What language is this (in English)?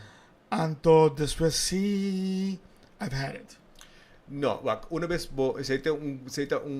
Papiamento